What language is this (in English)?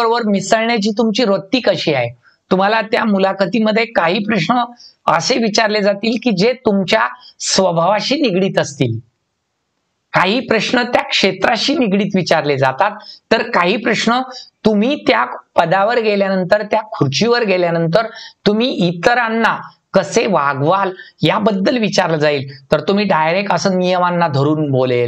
Marathi